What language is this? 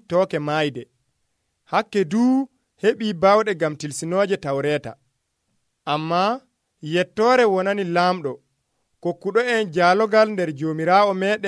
Nigerian Fulfulde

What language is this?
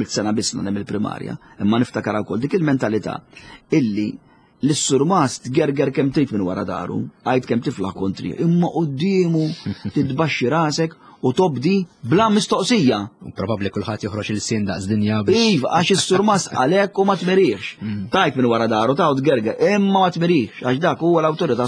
Maltese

